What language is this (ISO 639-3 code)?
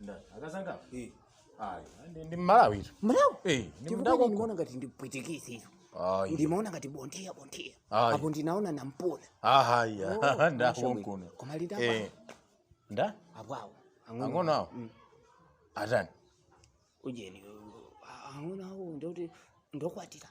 nya